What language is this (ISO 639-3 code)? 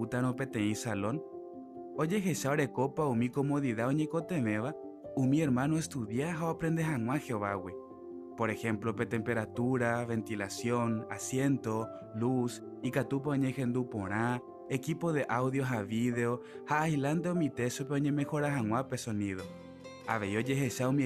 grn